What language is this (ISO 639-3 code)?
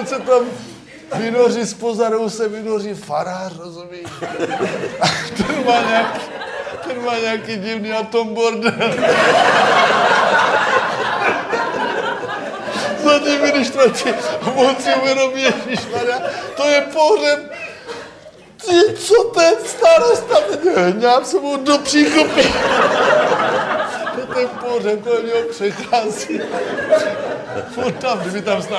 ces